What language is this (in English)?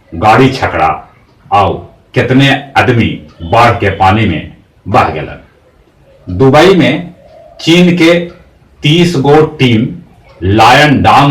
Magahi